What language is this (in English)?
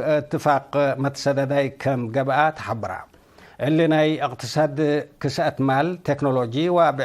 Tigre